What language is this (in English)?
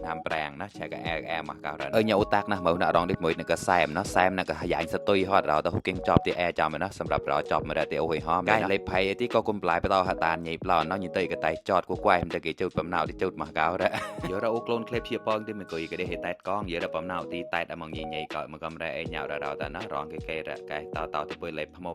Mon